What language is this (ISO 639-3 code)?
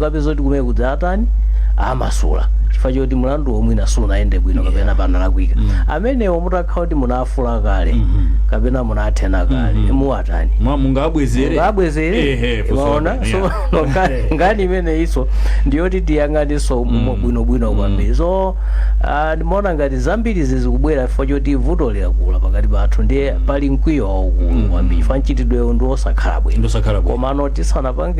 nya